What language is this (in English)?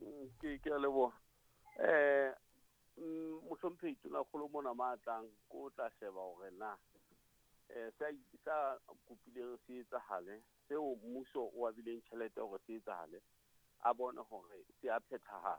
Southern Sotho